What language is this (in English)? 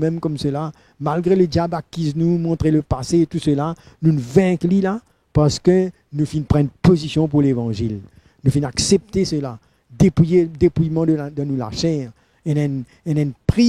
Morisyen